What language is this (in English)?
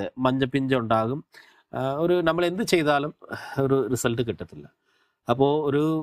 Malayalam